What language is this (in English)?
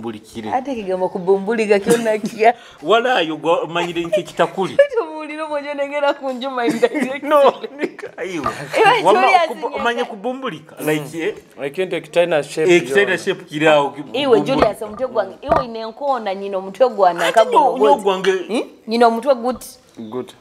Nyoro